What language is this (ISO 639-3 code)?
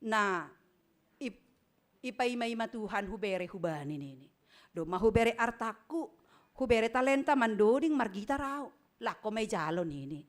bts